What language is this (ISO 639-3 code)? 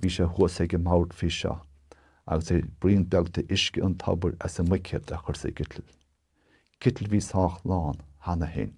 gle